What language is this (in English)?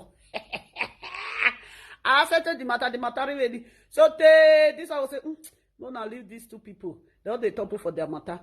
Nigerian Pidgin